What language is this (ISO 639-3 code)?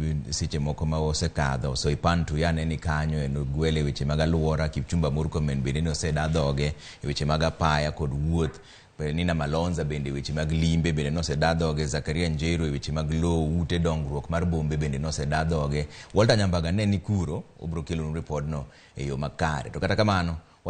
luo